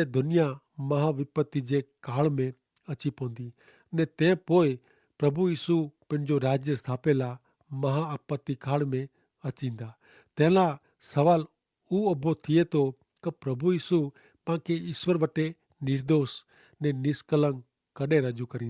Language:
Kachhi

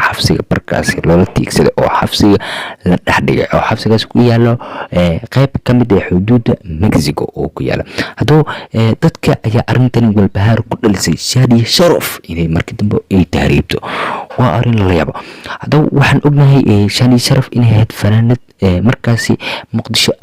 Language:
Somali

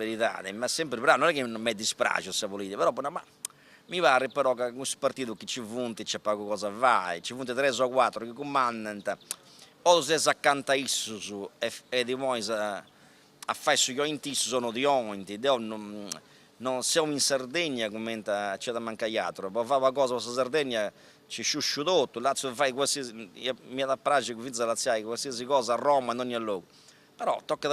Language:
Sardinian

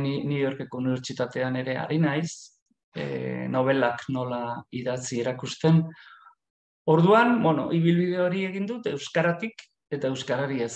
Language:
Basque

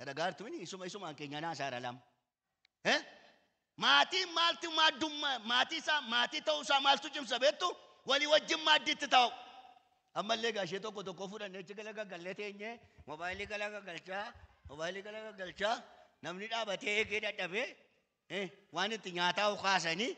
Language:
Oromo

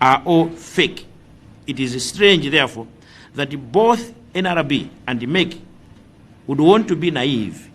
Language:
Nyanja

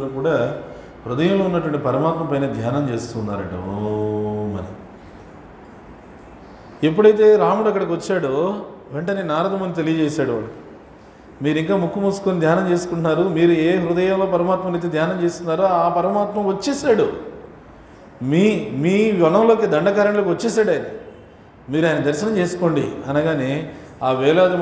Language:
Telugu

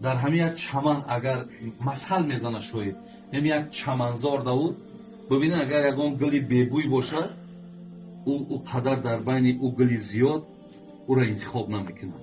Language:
Tajik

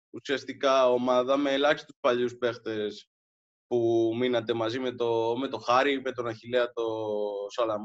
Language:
Greek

